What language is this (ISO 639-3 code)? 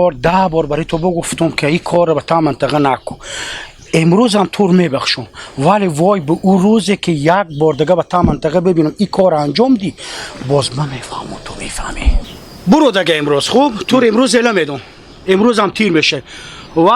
haz